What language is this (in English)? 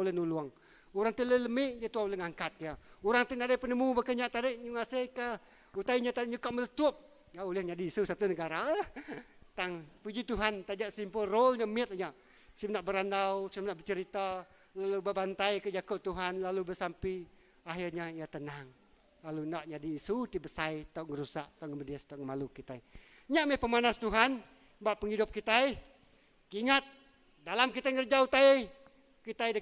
Iban